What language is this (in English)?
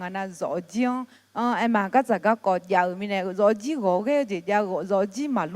Akha